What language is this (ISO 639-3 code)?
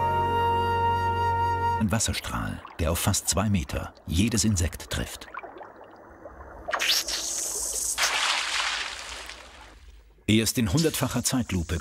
deu